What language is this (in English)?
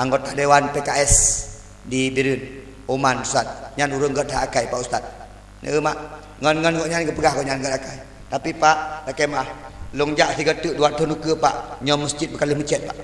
Achinese